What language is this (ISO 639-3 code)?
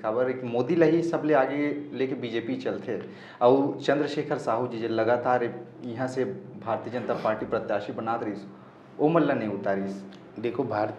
hne